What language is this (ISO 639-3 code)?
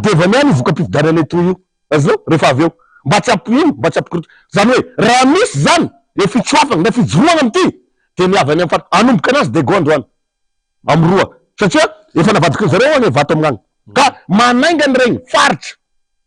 mlg